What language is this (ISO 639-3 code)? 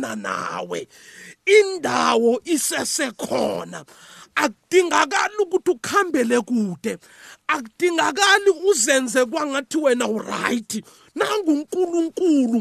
nbl